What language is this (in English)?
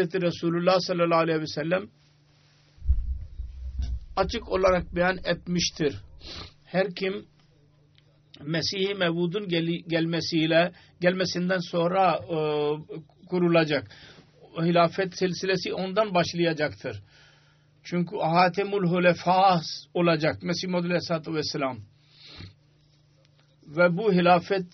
Turkish